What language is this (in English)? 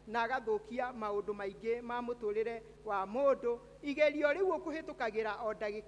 Kikuyu